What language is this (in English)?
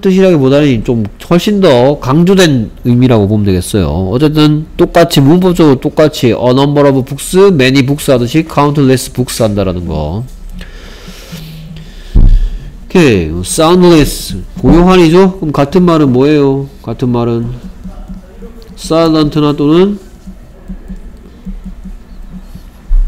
Korean